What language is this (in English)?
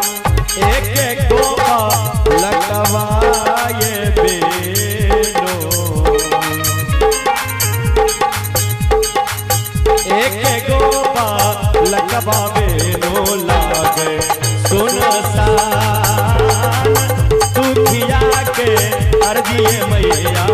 Bhojpuri